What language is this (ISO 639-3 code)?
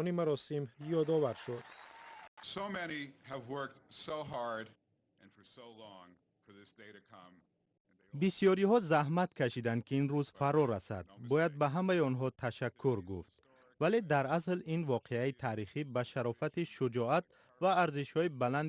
tgk